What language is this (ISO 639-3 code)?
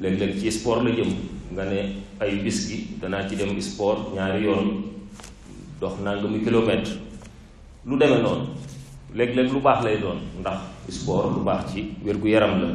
wol